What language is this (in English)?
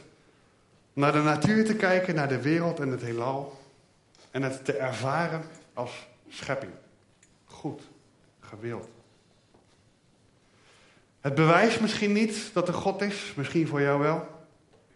Dutch